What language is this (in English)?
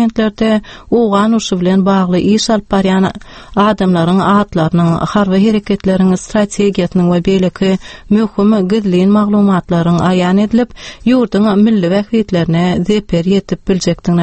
Turkmen